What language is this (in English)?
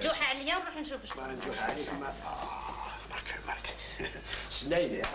Algerian Arabic